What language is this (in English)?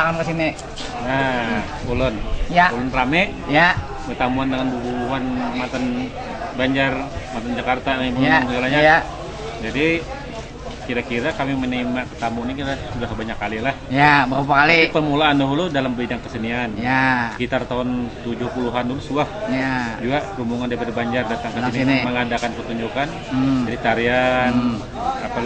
Banjar